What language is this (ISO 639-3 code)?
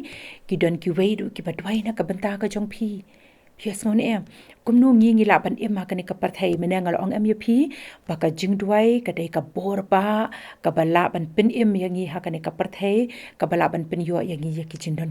kha